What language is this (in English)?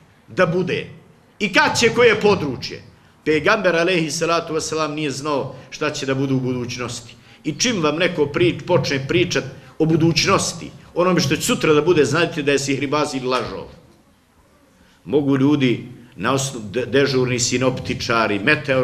Bosnian